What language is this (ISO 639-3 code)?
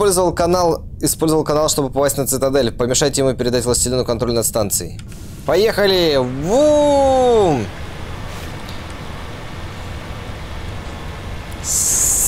rus